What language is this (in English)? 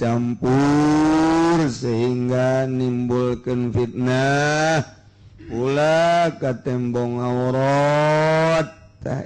Sundanese